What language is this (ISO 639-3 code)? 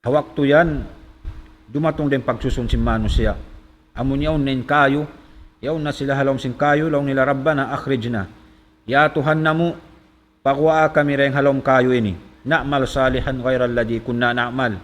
tsg